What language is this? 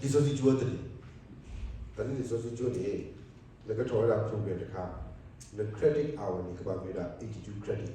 S'gaw Karen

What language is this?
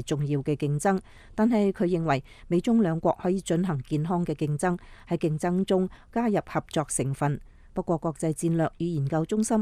Cantonese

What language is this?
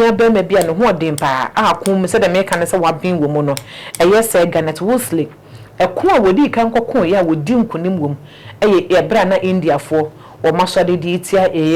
Akan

